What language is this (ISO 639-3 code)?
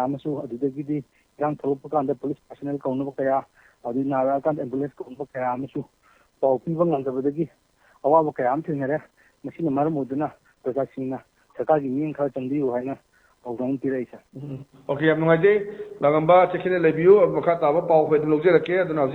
mni